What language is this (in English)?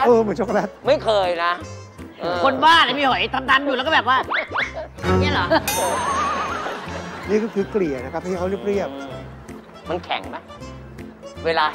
Thai